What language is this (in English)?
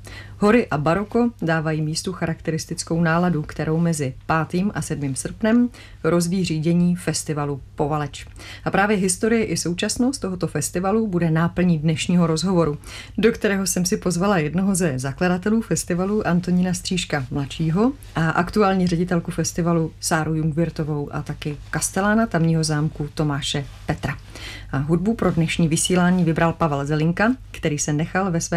Czech